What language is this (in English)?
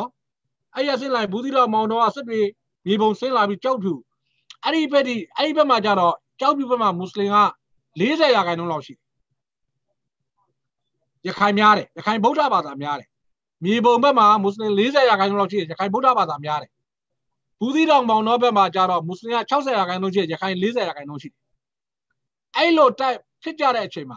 Burmese